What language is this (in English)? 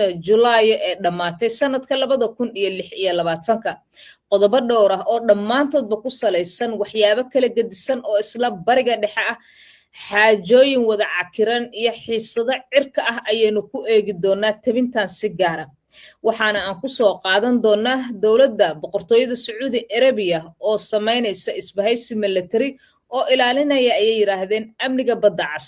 Somali